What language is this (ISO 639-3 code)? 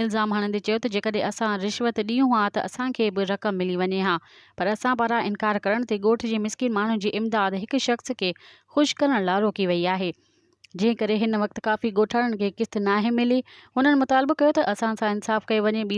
snd